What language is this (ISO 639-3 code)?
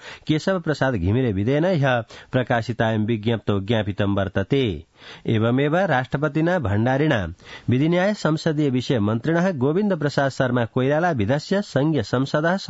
san